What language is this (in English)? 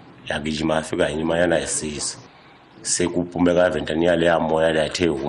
Tsonga